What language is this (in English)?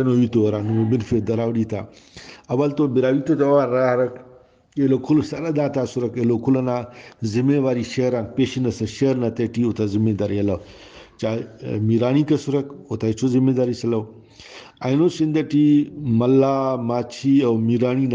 Brahui